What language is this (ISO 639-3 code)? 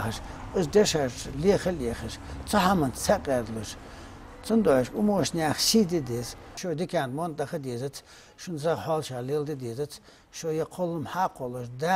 inh